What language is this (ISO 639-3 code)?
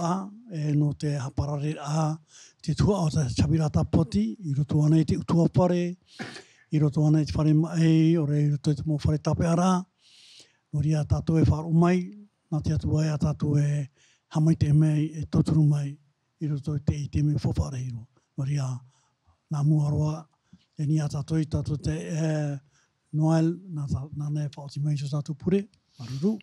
tah